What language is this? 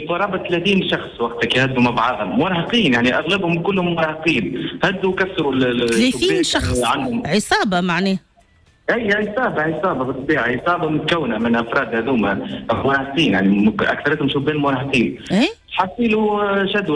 Tunisian Arabic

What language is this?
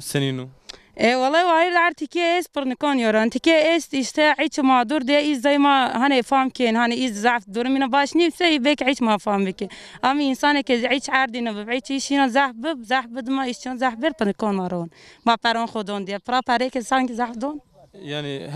Zaza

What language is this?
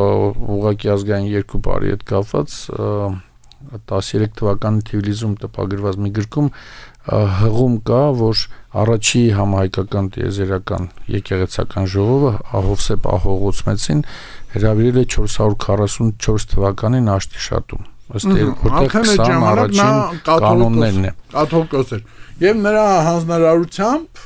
Armenian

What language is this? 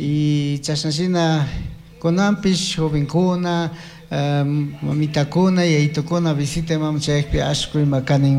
Chimborazo Highland Quichua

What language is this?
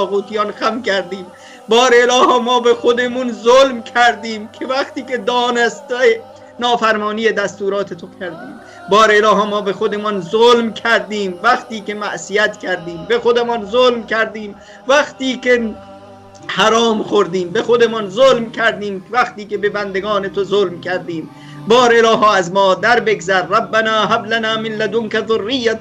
Persian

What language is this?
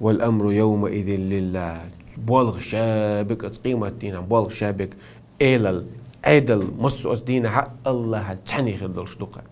Chechen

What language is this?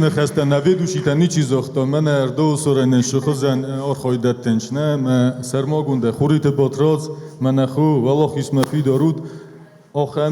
Ossetic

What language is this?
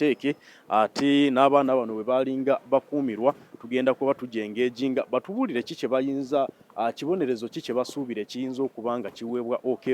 Ganda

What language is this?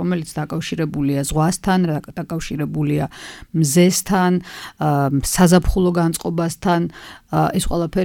Georgian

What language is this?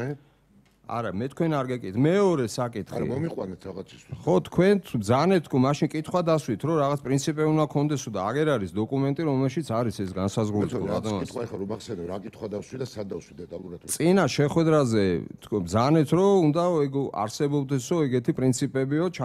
Georgian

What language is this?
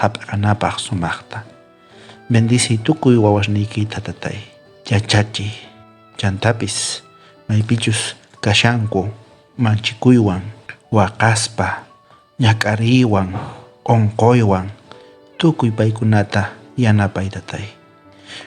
South Bolivian Quechua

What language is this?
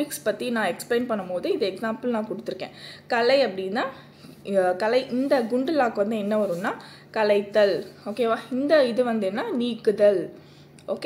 Tamil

